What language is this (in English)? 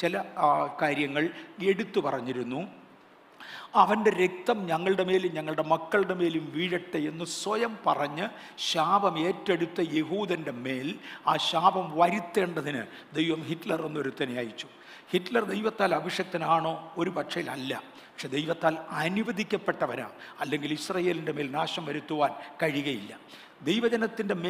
Malayalam